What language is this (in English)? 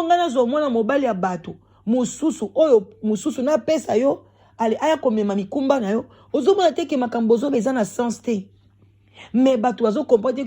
Lingala